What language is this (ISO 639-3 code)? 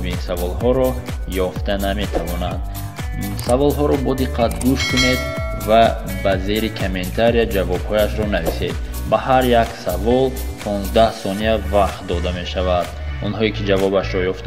tgk